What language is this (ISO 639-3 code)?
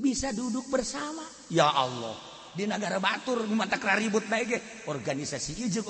sun